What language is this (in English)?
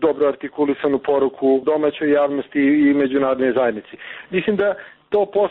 Serbian